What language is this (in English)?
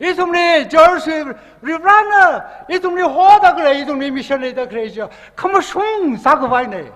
Tangkhul Naga (India)